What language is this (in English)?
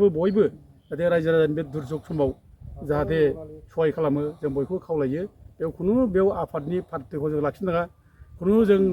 Bodo